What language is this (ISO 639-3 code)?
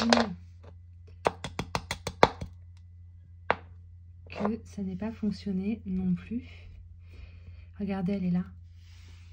fra